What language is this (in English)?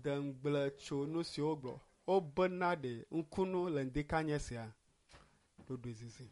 Ewe